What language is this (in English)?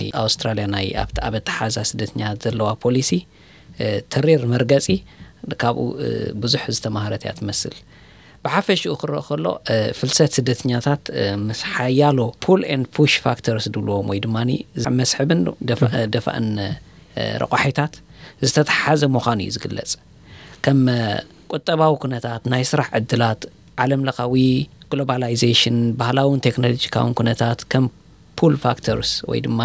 Tigrinya